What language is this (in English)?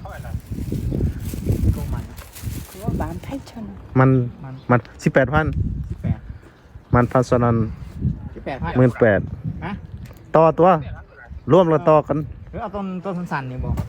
Lao